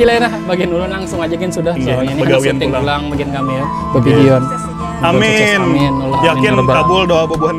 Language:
Banjar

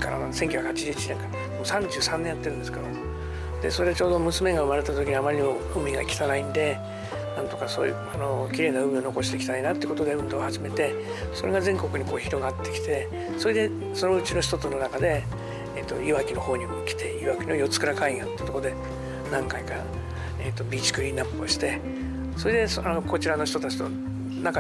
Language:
Japanese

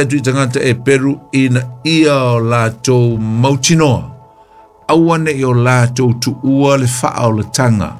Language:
Samoan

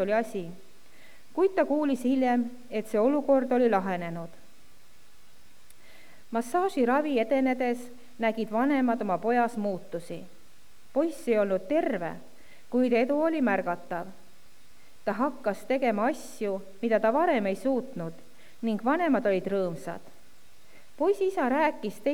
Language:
Estonian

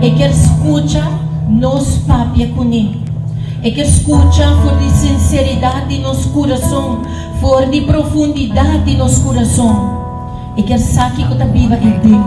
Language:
Papiamento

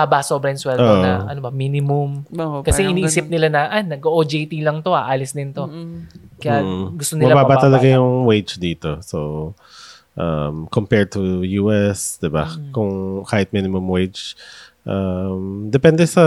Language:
Filipino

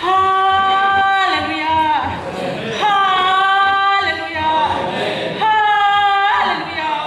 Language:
Hakha Chin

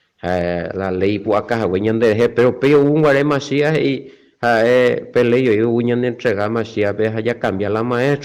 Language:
Guarani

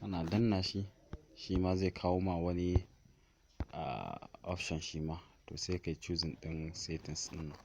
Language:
Hausa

